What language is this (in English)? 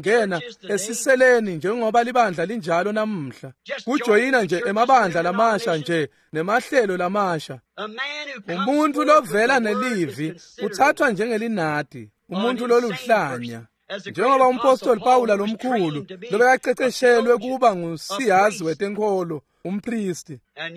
Swati